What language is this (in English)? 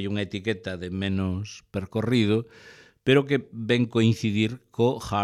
Galician